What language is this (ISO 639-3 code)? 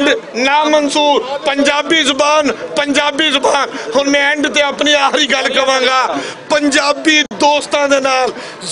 lah